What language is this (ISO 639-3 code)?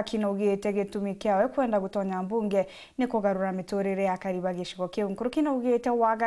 mer